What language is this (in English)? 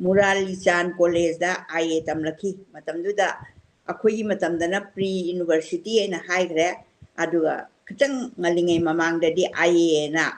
Manipuri